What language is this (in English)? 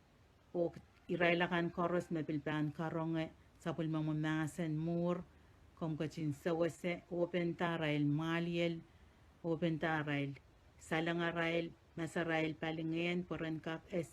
Pohnpeian